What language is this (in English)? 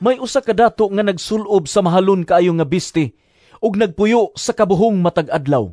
Cebuano